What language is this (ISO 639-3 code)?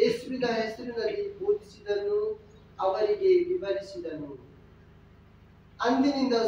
kan